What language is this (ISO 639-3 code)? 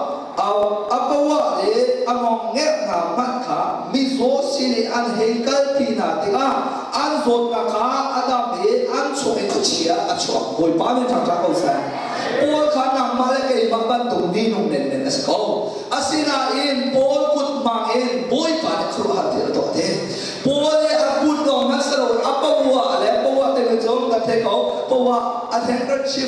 cnh